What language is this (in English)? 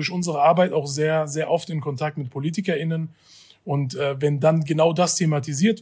German